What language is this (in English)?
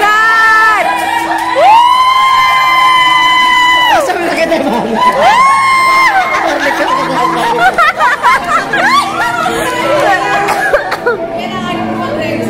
Filipino